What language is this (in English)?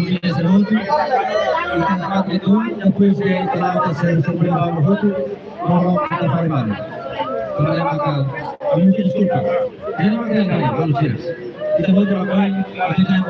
Tetum